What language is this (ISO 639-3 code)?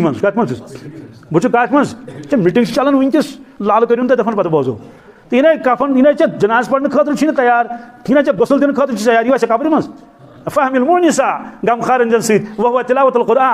kas